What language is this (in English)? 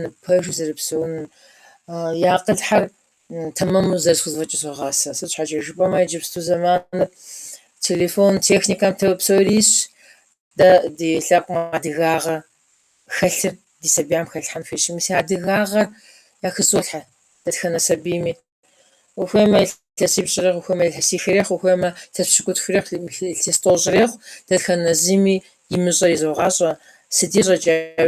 Kabardian